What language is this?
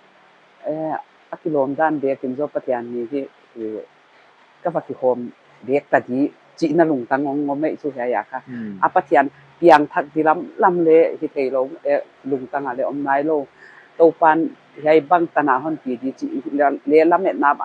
Paite Chin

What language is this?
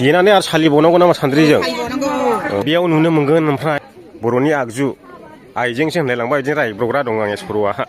Bodo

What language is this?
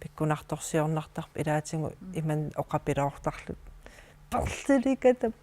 Kalaallisut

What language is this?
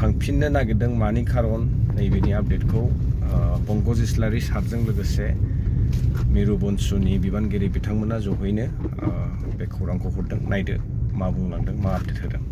Bodo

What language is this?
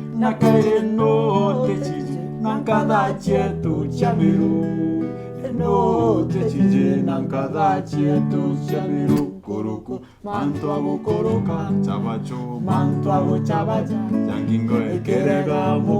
Meru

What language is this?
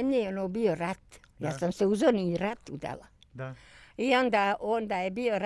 Bosnian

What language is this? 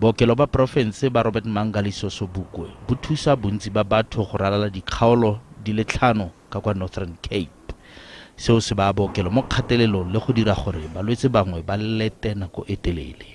Tswana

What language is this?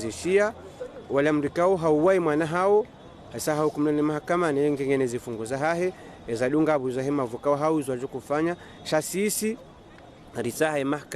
Ngazidja Comorian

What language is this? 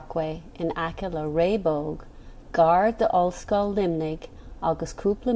Irish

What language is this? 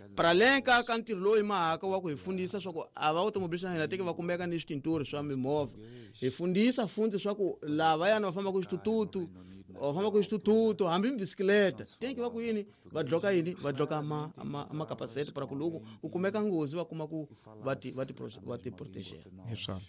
Tsonga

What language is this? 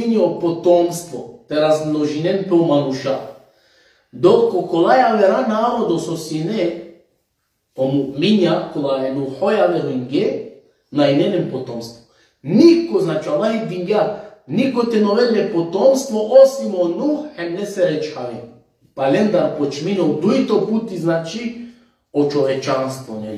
Balkan Romani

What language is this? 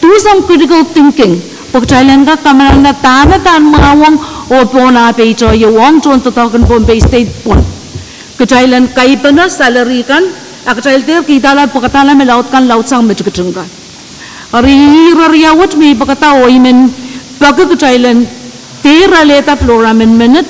Pohnpeian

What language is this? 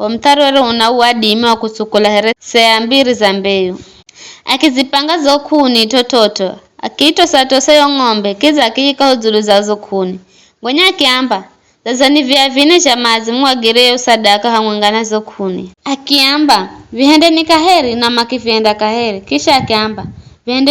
Giryama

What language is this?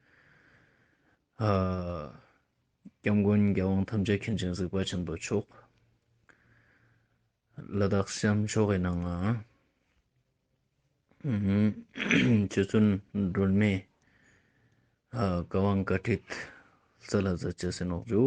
Ladakhi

